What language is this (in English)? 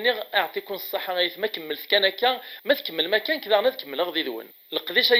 Kabyle